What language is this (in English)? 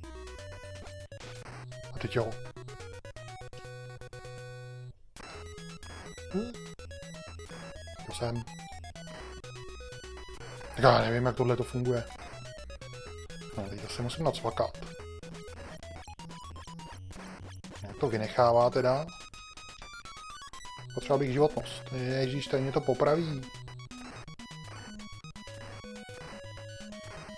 Czech